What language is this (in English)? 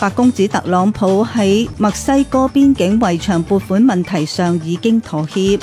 Cantonese